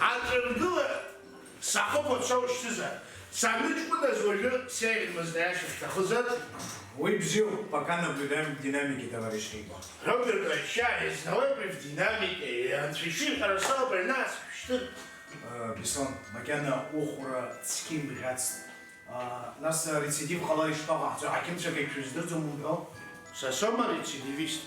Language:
Abkhazian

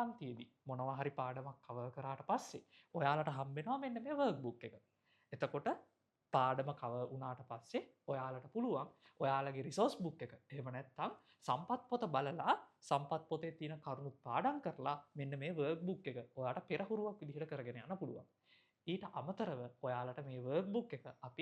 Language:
Sinhala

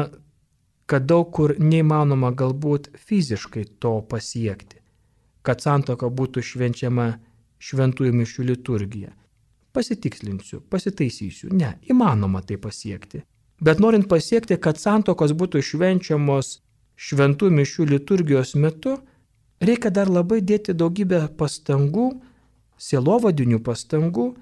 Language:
Lithuanian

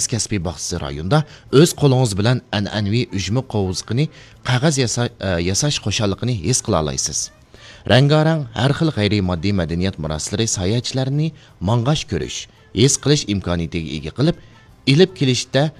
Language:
Uyghur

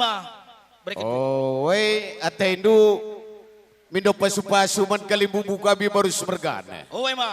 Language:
Batak Karo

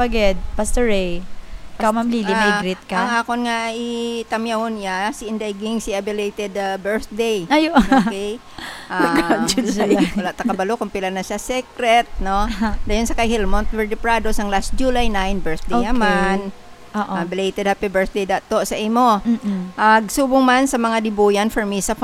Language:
Hiligaynon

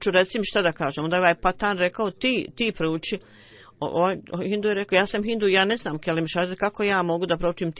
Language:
Bosnian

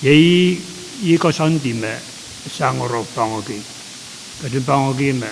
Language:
Pohnpeian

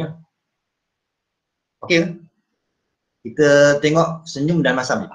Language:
Malay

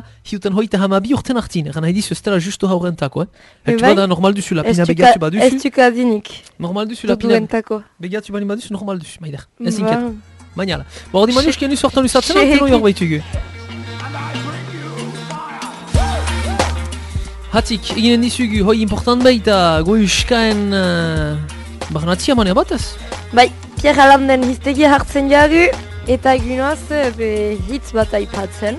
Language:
Basque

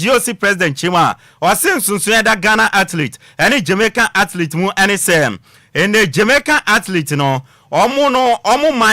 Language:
Akan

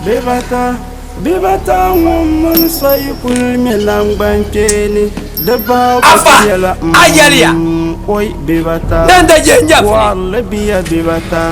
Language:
Dagbani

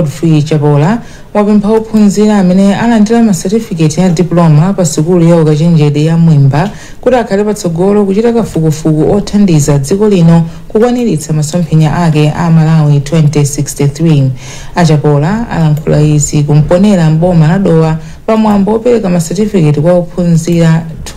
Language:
Nyanja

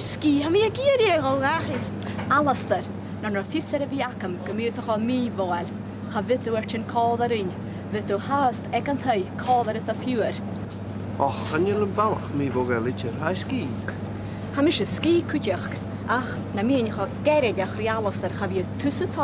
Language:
Scottish Gaelic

